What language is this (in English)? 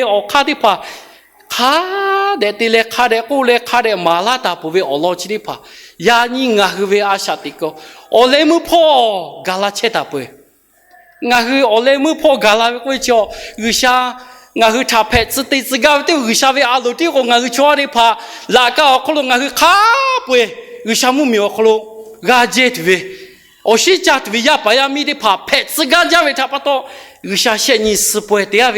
Lahu